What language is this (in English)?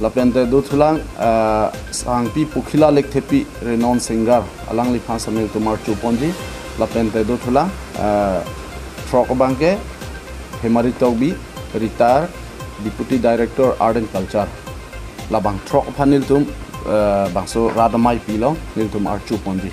Karbi